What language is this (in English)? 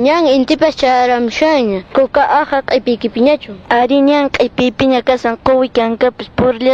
Quechua